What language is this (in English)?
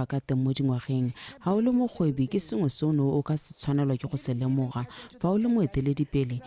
Tswana